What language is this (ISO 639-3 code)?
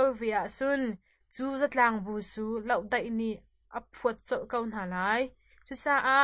cnh